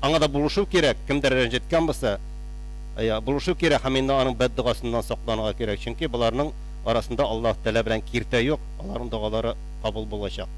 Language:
Tatar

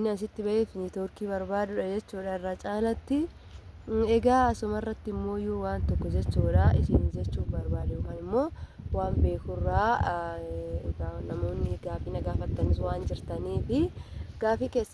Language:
Oromo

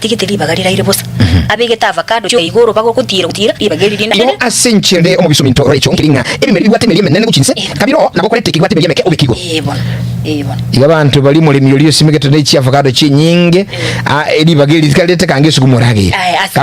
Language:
Gusii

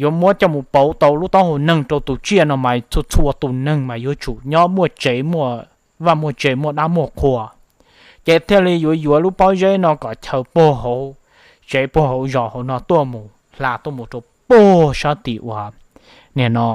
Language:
Hmong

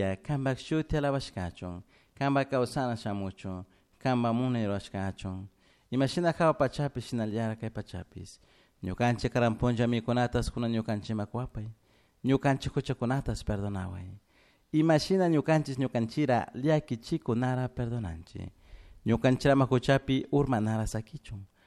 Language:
Chimborazo Highland Quichua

